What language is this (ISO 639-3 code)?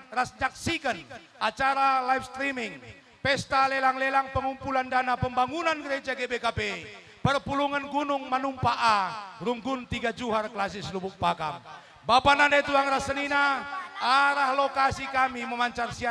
btx